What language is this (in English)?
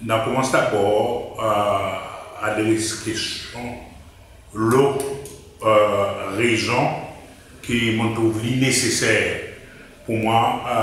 Seselwa Creole French